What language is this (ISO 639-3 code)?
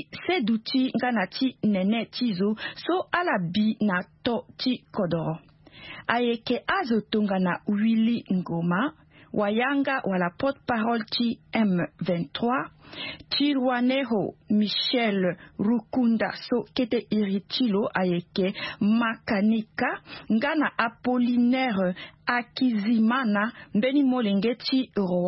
sag